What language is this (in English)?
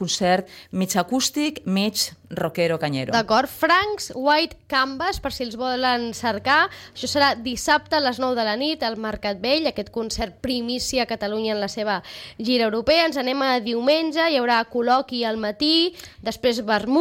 Catalan